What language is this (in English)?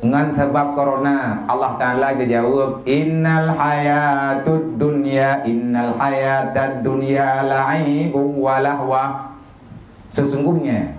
Achinese